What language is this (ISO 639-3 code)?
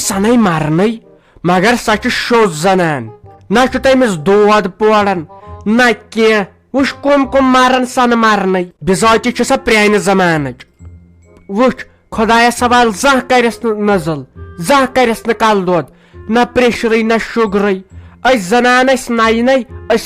kas